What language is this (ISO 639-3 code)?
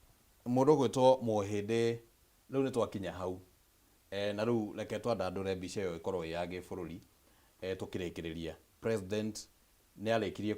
kik